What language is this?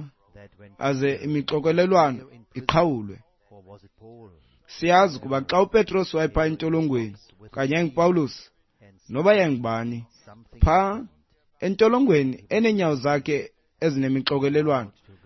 Xhosa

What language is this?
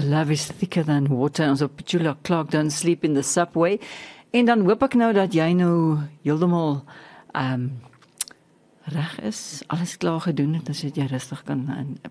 Afrikaans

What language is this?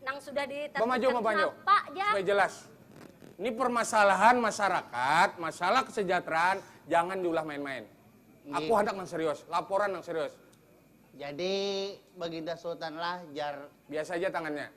Banjar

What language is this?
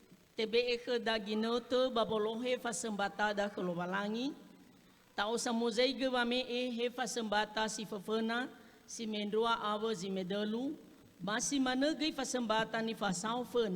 Nias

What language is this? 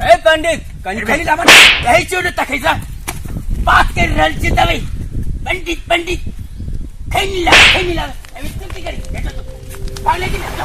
Maithili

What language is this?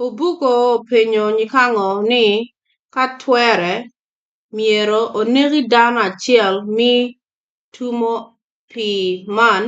Acoli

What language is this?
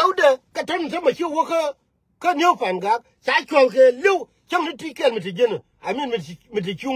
Nuer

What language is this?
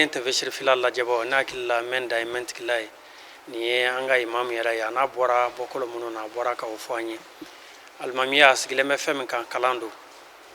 Bambara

